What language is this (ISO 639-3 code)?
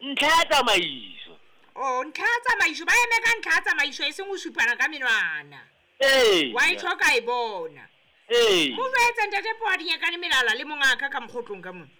sot